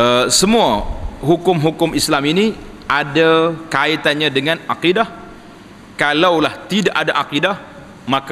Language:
Malay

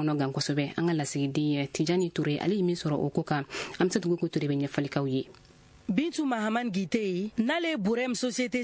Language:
Bambara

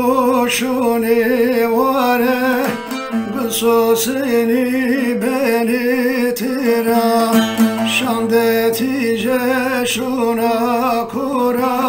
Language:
Zaza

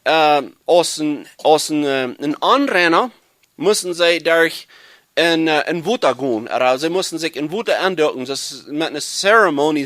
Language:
Plautdietsch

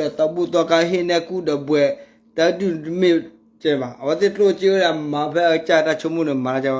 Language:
S'gaw Karen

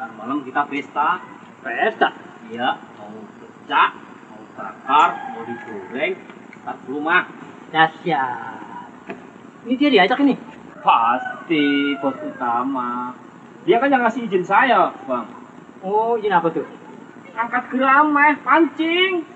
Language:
Betawi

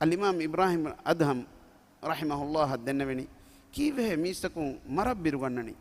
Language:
Divehi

